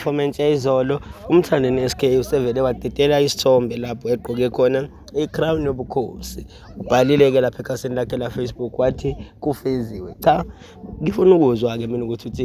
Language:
Zulu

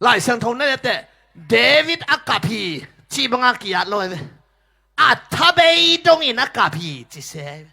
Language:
Tedim Chin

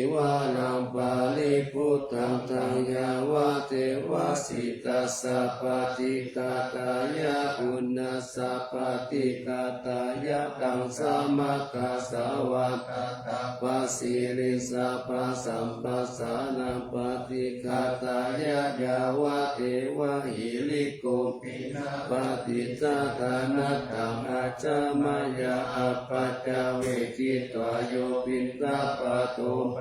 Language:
Pali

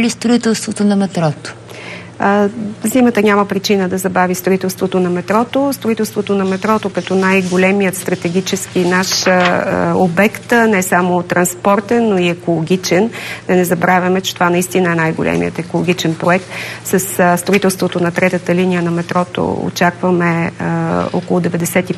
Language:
Bulgarian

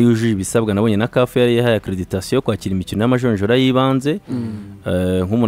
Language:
Kinyarwanda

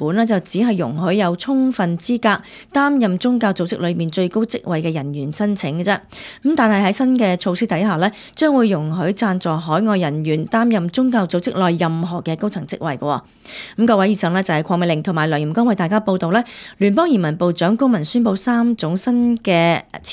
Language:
Cantonese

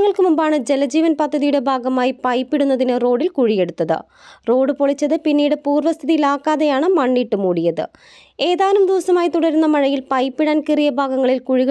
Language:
Malayalam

